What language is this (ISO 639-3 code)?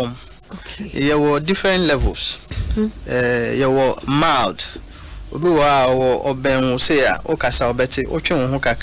aka